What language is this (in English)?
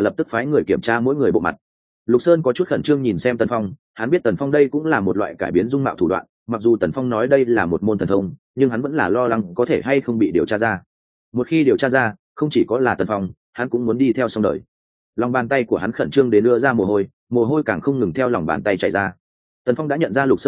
Vietnamese